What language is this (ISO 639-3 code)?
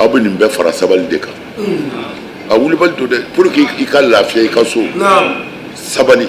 bam